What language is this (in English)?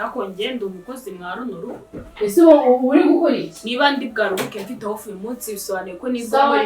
Kinyarwanda